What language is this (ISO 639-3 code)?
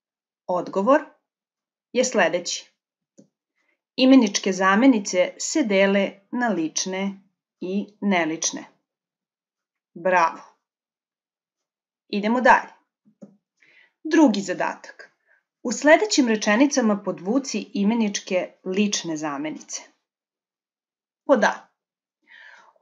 srp